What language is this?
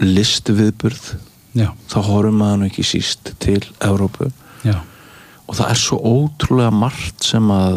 Icelandic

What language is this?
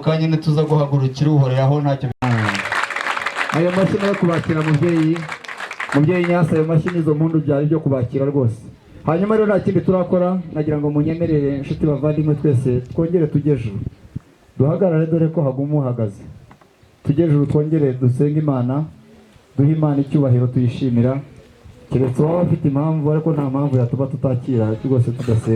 Kinyarwanda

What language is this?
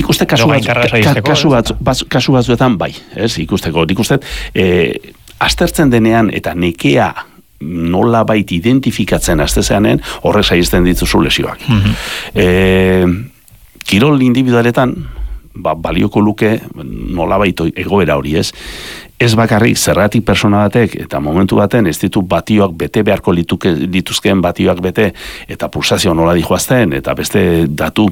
Basque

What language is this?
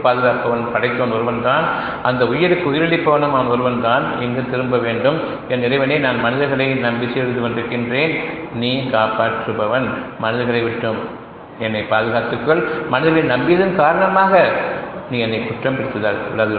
Tamil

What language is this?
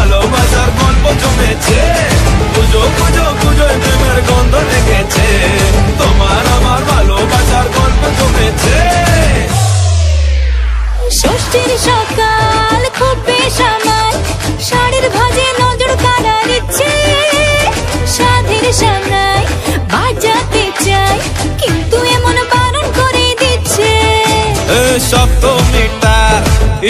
Bangla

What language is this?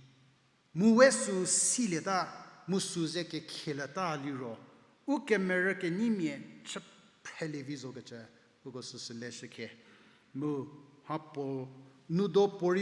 Angami Naga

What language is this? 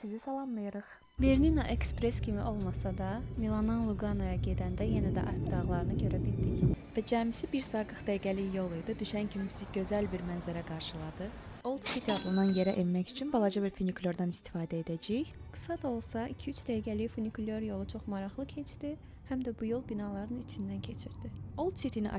Azerbaijani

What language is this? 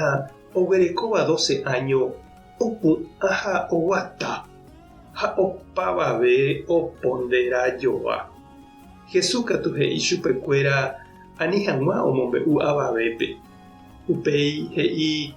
Guarani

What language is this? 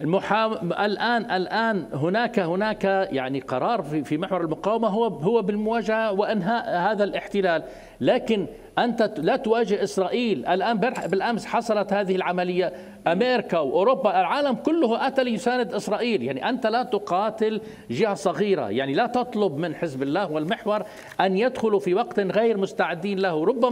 Mesopotamian Arabic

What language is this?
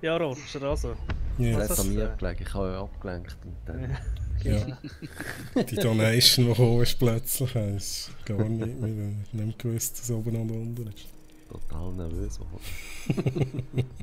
Swiss German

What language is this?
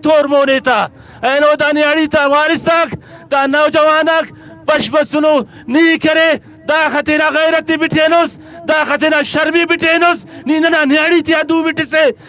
Brahui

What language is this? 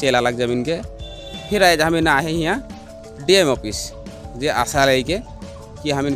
Sadri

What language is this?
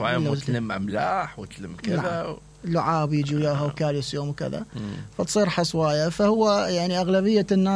Mesopotamian Arabic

